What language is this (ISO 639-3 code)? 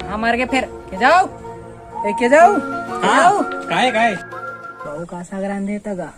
hne